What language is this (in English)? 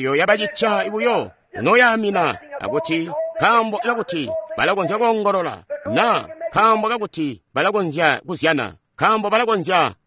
Tonga (Zambia)